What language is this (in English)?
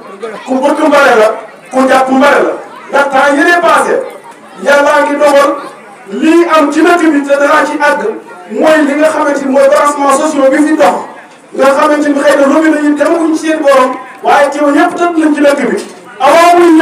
Wolof